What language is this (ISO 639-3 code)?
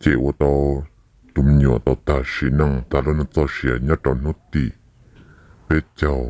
hmn